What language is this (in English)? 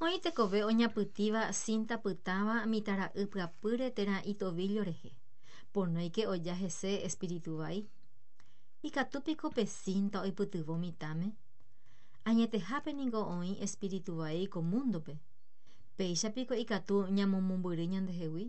Guarani